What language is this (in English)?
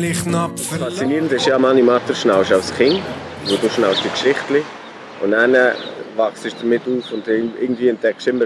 Swiss German